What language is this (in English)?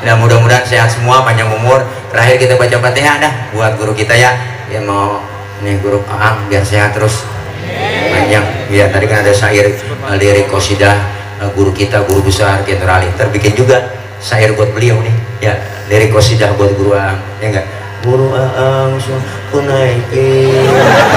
Betawi